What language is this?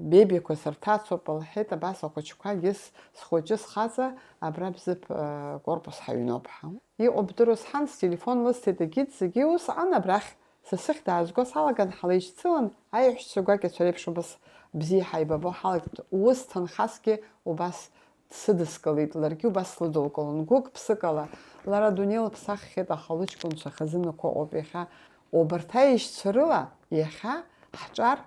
Abkhazian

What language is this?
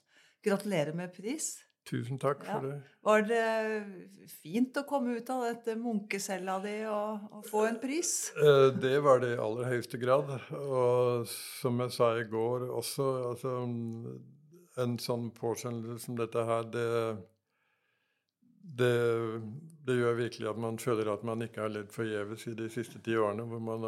Norwegian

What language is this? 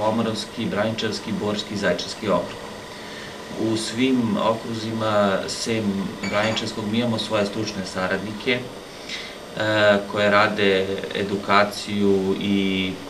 Serbian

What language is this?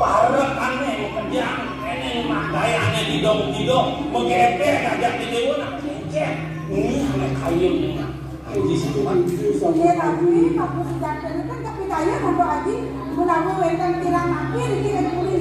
Balinese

